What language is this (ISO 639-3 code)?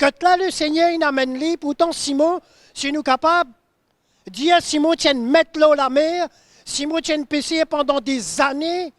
mfe